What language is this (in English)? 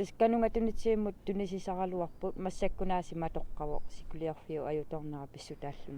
Kalaallisut